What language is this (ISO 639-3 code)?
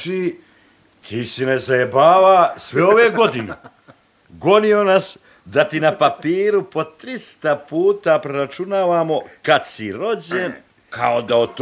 bos